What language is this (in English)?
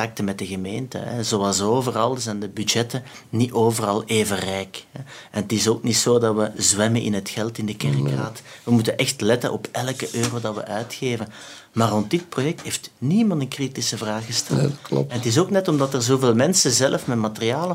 Dutch